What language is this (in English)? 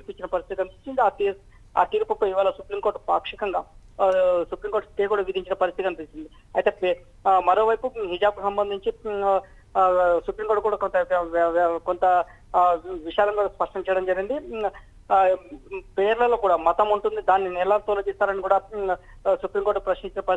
Telugu